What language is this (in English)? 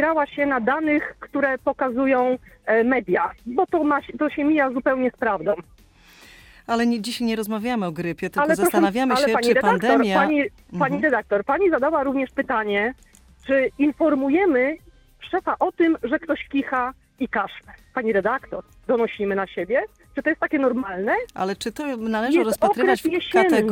Polish